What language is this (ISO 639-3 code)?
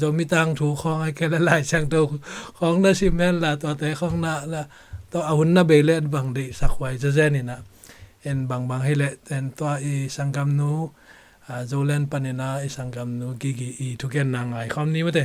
ctd